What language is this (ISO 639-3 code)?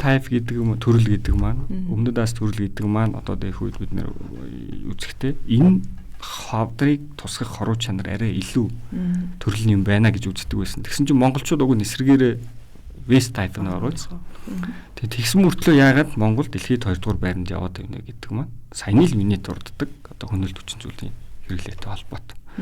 mon